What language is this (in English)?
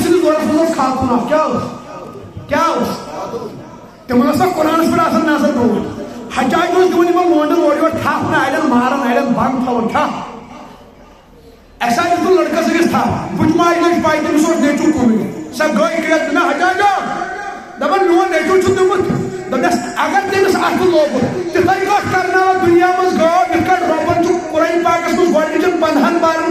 Kashmiri